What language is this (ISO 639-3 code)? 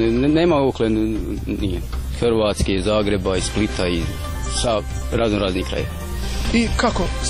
srp